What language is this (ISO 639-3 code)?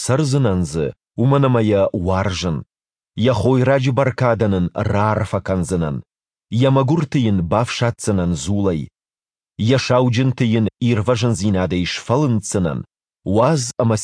oss